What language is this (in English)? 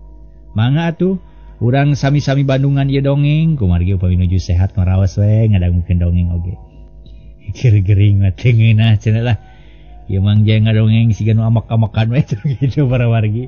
Sundanese